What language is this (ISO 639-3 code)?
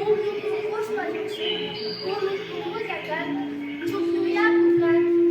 qvi